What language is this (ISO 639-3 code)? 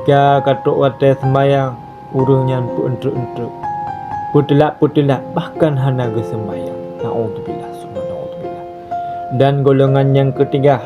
ace